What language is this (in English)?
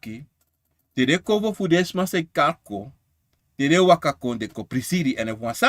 Sranan Tongo